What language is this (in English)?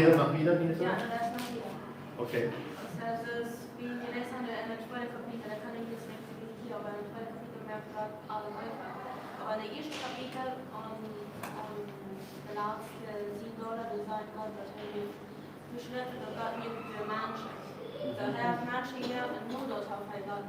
Plautdietsch